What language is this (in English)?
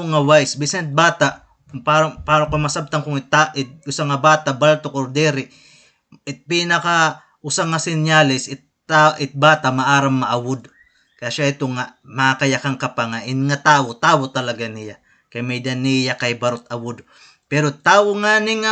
Waray